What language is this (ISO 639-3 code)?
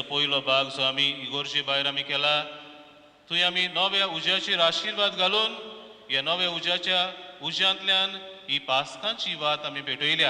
kok